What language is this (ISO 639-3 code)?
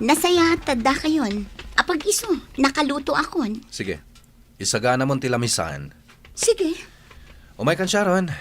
ilo